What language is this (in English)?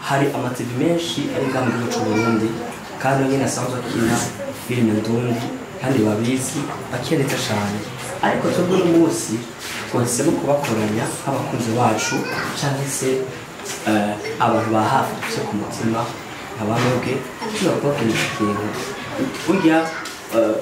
Rundi